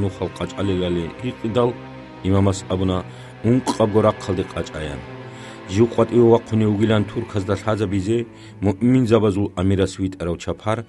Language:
Avaric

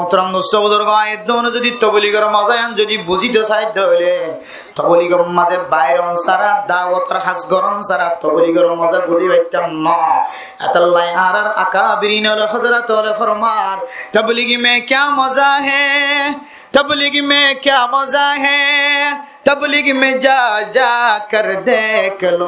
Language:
Rohingya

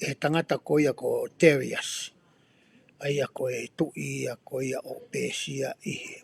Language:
Tongan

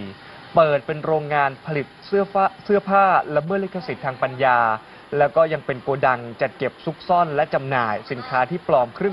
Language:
Thai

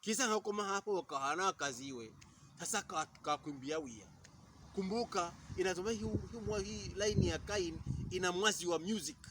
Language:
Pokomo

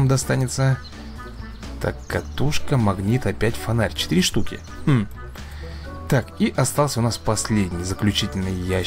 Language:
Russian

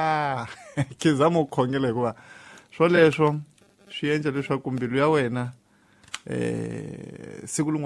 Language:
Tsonga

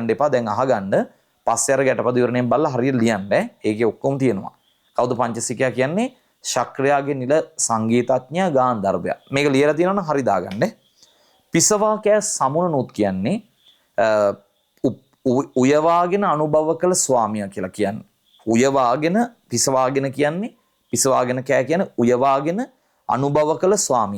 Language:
Sinhala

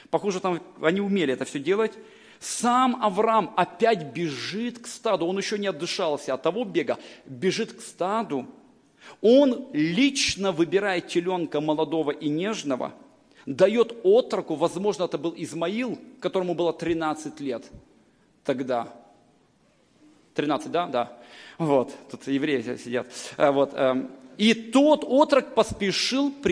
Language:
Russian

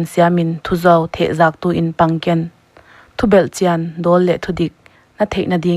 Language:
Paite Chin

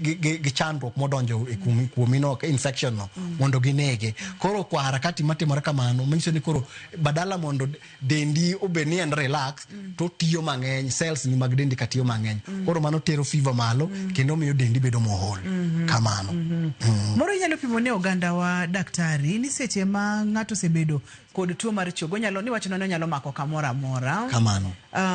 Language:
Luo (Kenya and Tanzania)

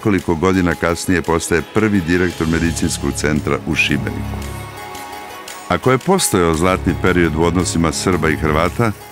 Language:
Croatian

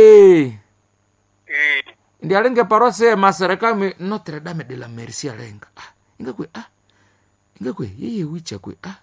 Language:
Nande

